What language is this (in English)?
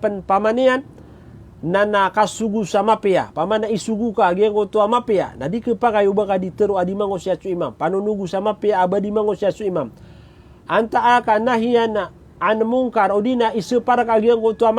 Maranao